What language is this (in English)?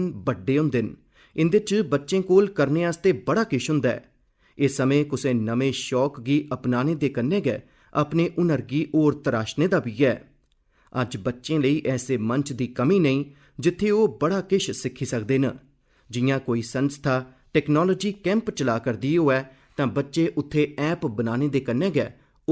Dogri